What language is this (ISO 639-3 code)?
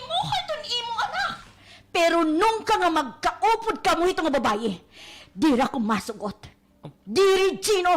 war